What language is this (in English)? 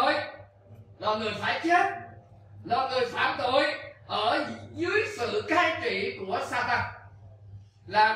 Vietnamese